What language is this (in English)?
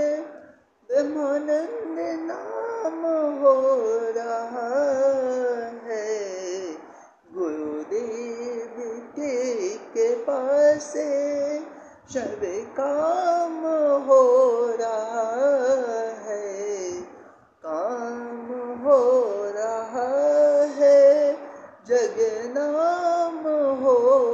Hindi